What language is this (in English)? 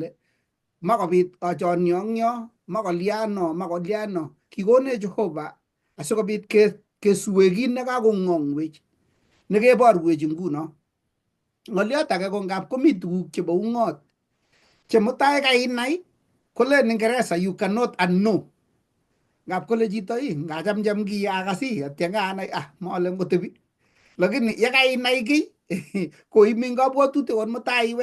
Kalenjin